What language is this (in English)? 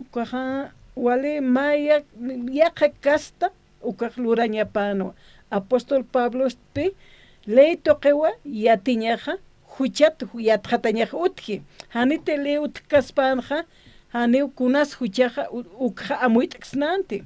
Aymara